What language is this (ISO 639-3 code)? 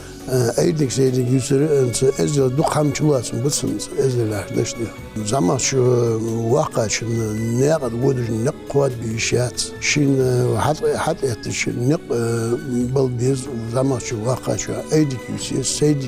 inh